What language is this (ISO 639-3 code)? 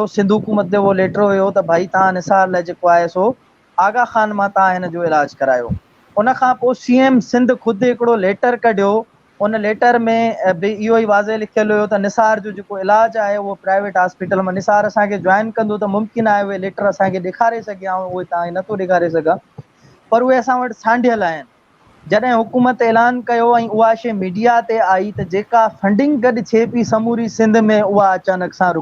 snd